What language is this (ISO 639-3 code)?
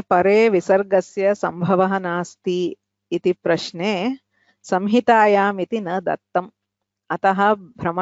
san